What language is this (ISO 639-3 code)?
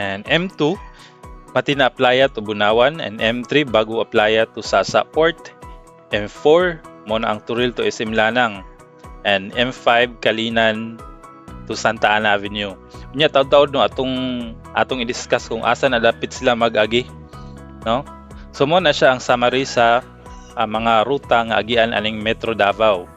ceb